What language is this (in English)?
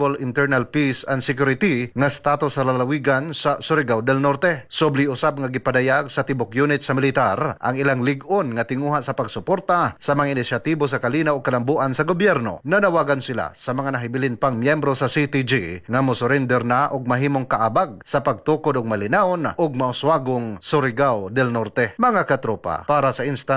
Cebuano